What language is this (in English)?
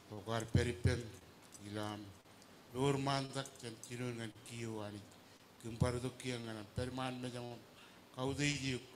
Marshallese